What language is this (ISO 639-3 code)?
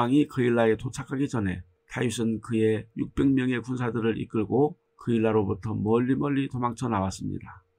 kor